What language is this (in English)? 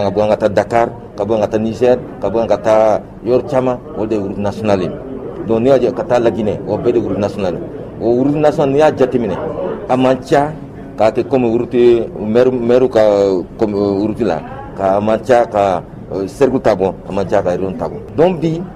Bambara